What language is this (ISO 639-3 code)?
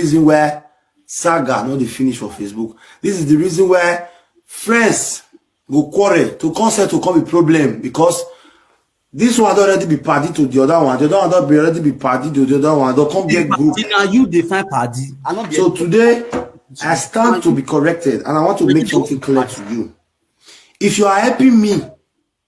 pcm